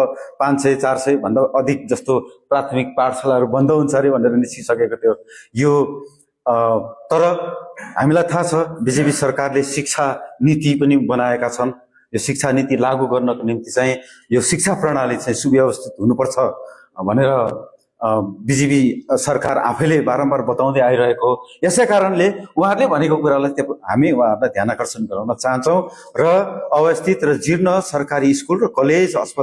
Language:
Nepali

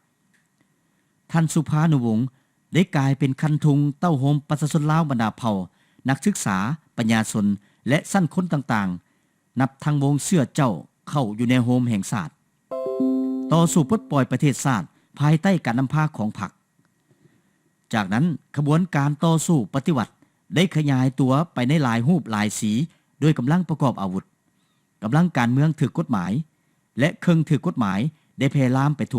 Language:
Lao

